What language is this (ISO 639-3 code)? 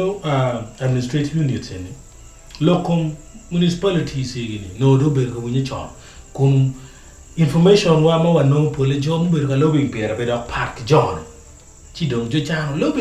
ach